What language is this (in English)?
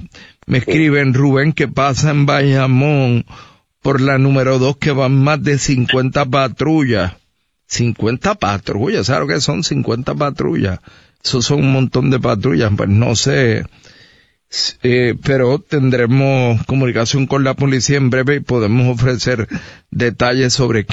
Spanish